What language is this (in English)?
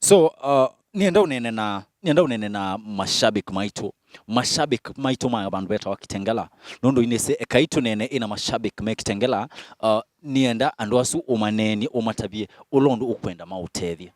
Kamba